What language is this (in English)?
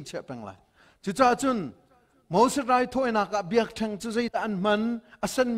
Hakha Chin